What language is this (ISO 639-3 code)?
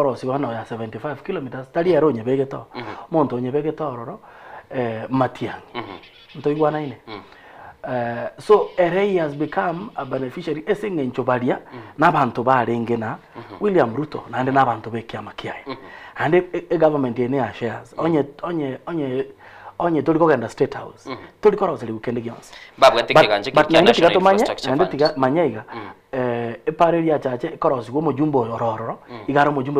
guz